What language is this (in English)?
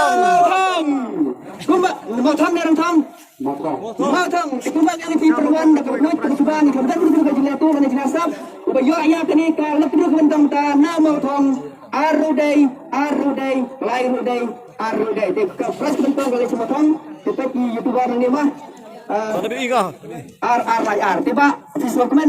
Khasi